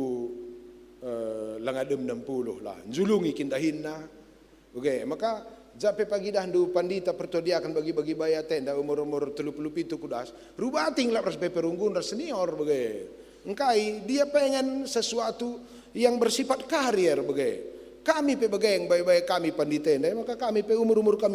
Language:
Batak Karo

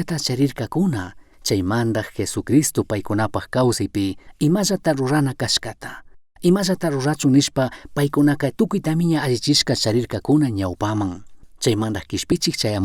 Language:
Chimborazo Highland Quichua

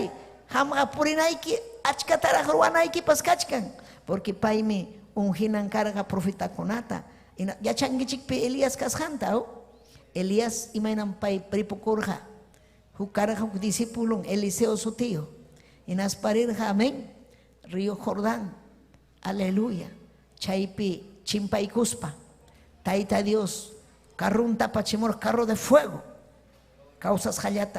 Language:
Ayacucho Quechua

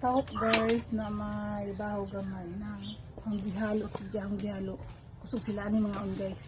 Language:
Cebuano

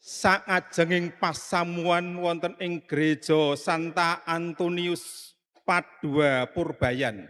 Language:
Javanese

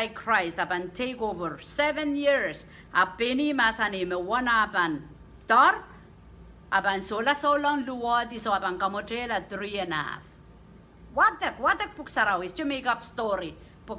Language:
Pohnpeian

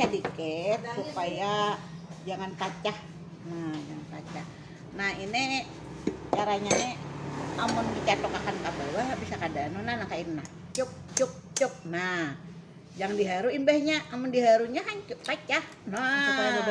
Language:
Banjar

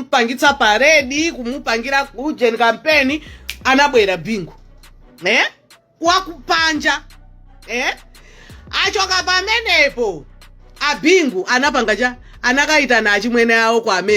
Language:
Nyanja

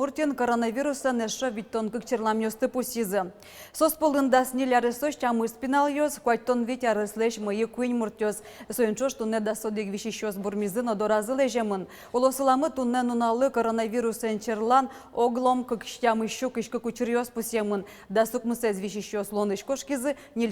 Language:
Udmurt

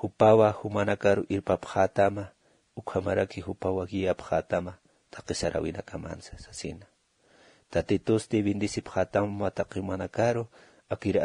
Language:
Aymara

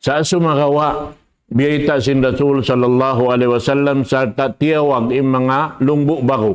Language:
Tausug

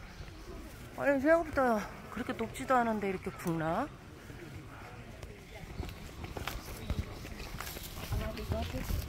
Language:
Korean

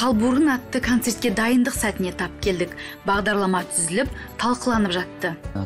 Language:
Kazakh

